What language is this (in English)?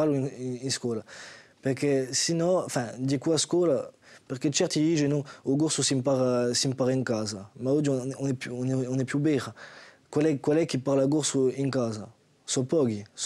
Corsican